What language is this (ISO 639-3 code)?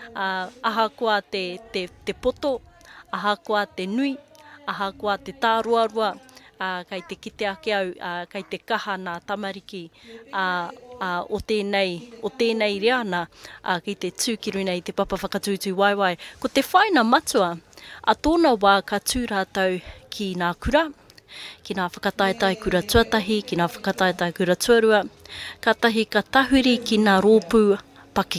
mri